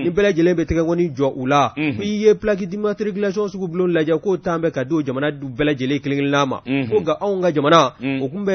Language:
Bambara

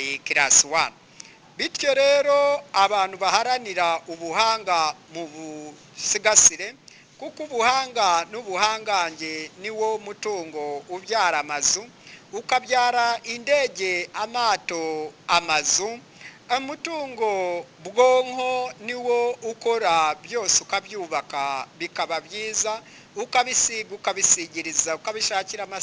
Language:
Kinyarwanda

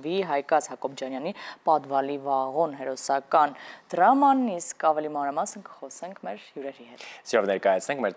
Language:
Armenian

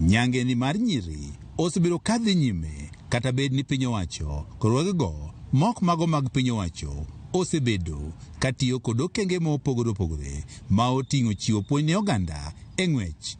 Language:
Luo (Kenya and Tanzania)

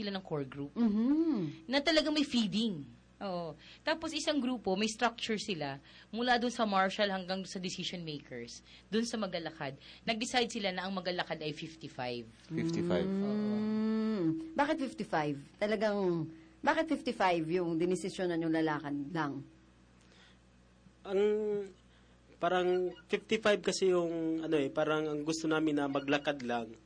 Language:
Filipino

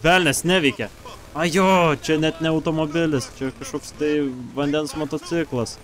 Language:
Lithuanian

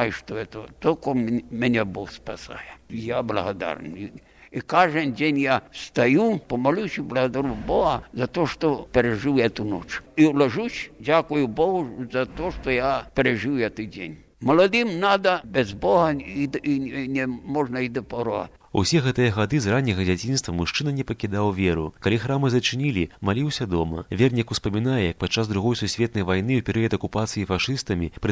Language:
Belarusian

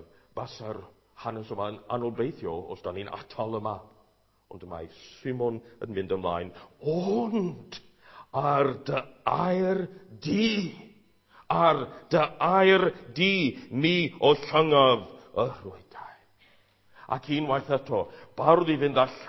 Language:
Welsh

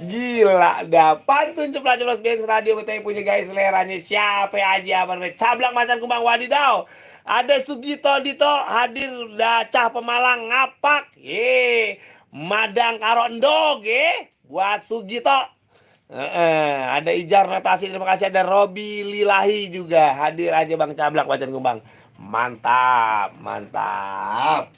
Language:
Betawi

